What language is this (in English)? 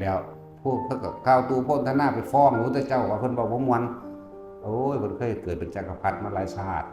Northeastern Thai